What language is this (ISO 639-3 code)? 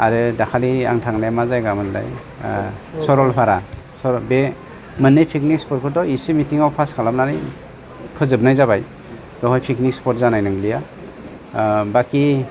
brx